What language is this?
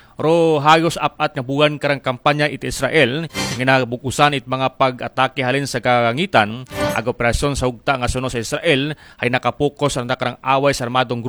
Aklanon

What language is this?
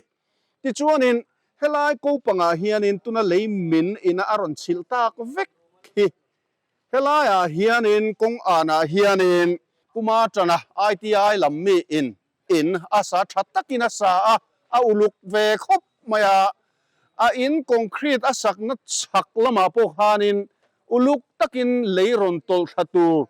Mizo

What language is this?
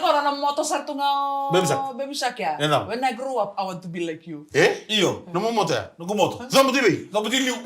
Fijian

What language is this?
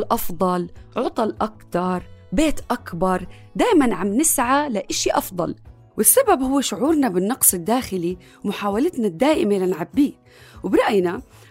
North Levantine Arabic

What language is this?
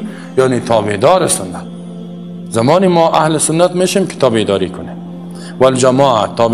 Persian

